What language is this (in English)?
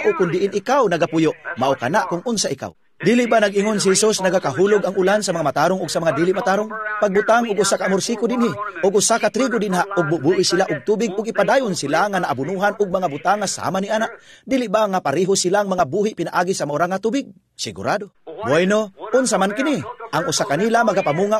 Cebuano